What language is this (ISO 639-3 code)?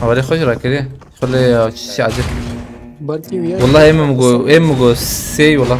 kur